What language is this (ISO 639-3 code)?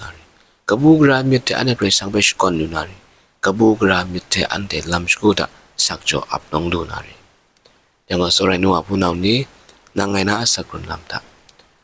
kac